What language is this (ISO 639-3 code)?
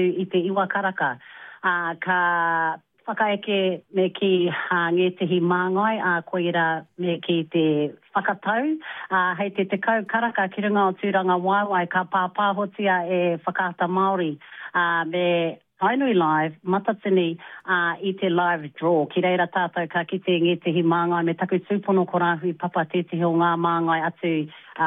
mri